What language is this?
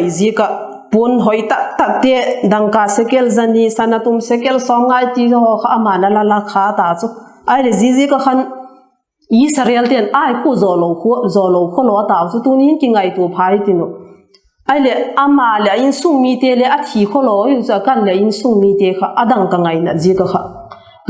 Vaiphei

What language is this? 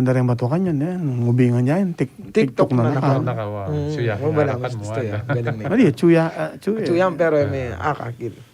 Pampanga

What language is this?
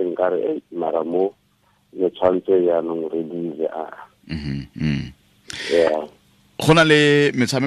Tswana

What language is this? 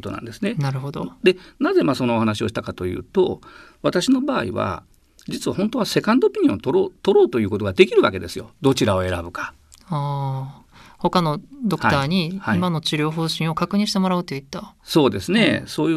Japanese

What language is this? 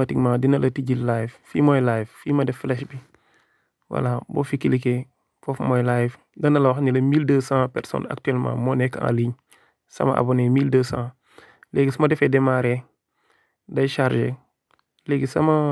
Wolof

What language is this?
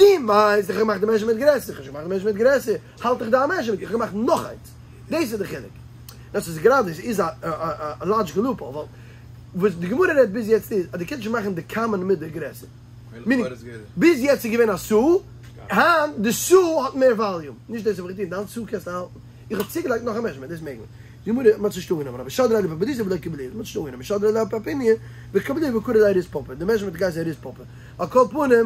Yiddish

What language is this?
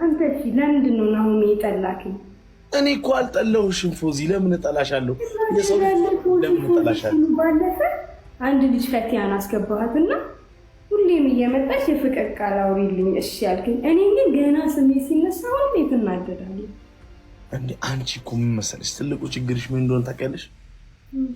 Amharic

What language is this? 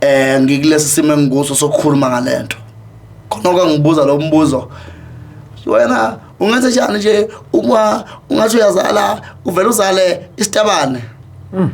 Zulu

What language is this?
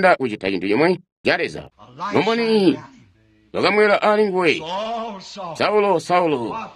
Tonga (Zambia)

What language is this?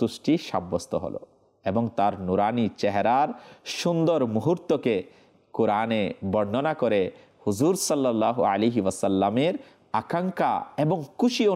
Bangla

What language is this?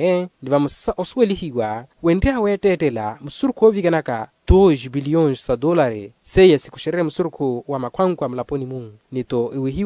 Makhuwa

